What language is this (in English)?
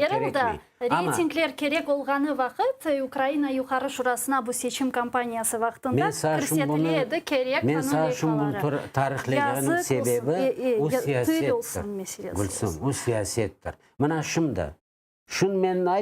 Crimean Tatar